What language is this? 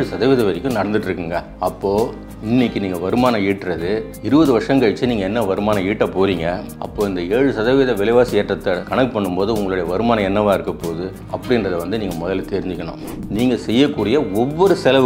Tamil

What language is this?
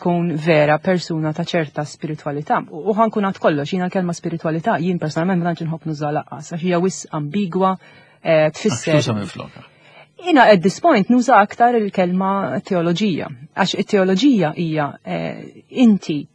Maltese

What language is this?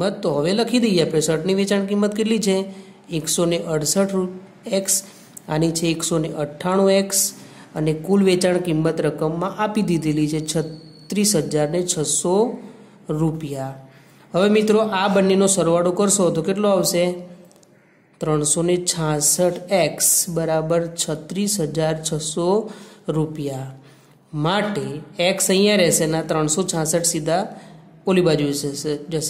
Gujarati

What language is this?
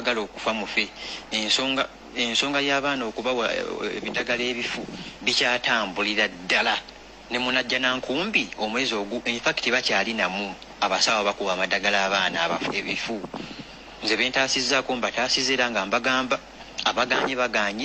Ganda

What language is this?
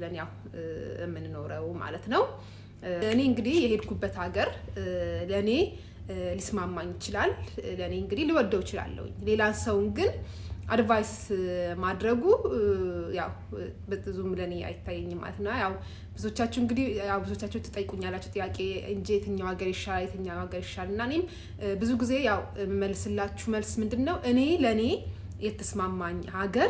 Amharic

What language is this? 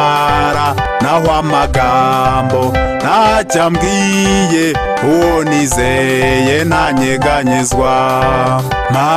Kinyarwanda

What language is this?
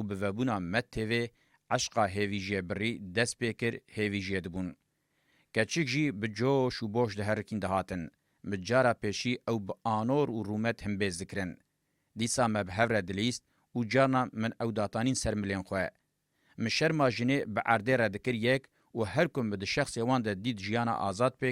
Kurdish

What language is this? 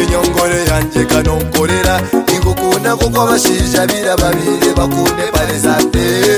Kinyarwanda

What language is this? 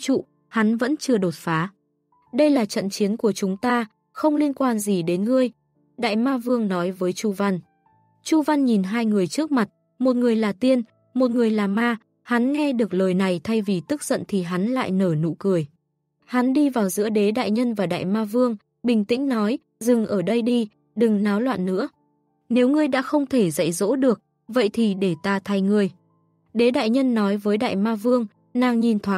Vietnamese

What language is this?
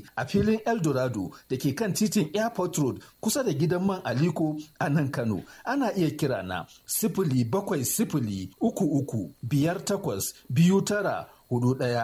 Hausa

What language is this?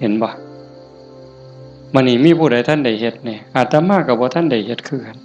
Northeastern Thai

